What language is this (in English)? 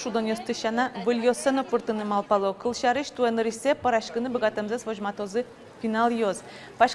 Udmurt